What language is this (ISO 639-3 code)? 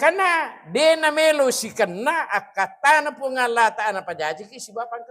bug